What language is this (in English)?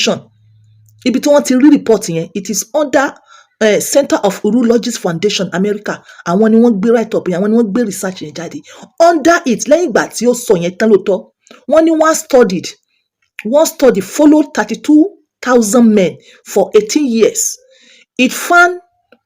Yoruba